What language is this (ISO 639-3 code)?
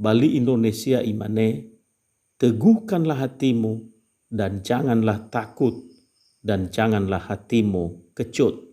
nia